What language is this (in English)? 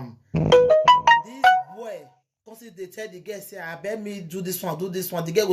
Nigerian Pidgin